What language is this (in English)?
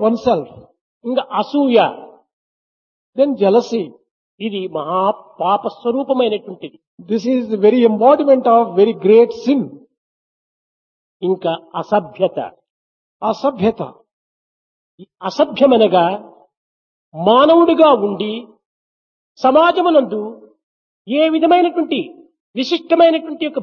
Telugu